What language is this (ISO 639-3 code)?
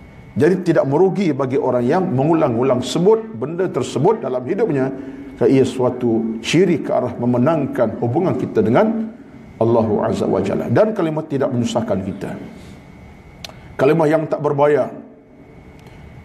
msa